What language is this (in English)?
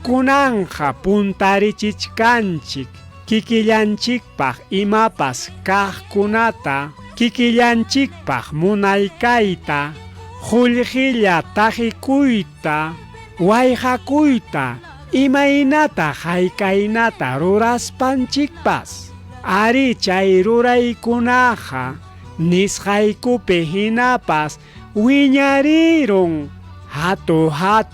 Ayacucho Quechua